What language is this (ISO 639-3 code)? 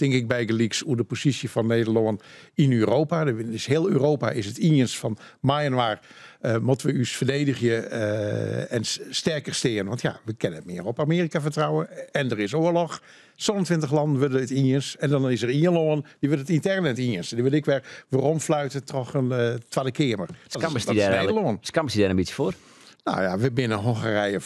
fry